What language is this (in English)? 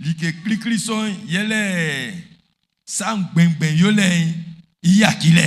Baoulé